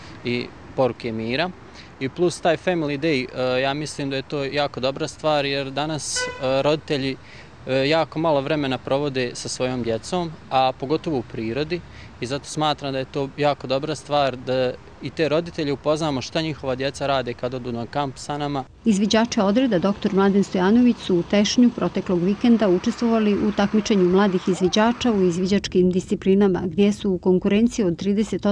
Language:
Bosnian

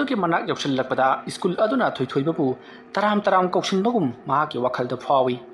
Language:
Manipuri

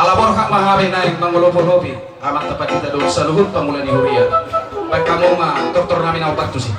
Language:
Batak Toba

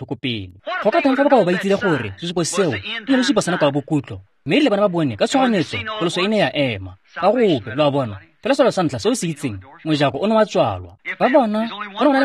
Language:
Tswana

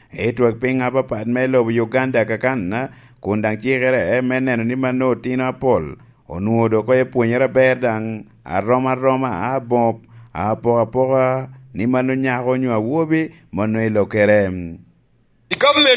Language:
Lango (Uganda)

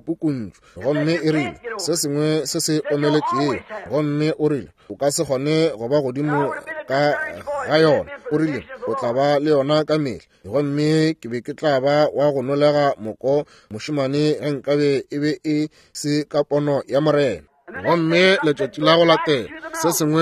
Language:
Northern Sotho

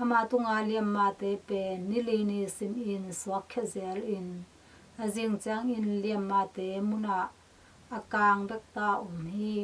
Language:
Tedim Chin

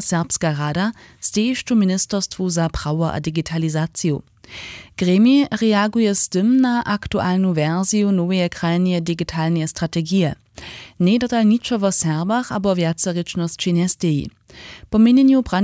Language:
Upper Sorbian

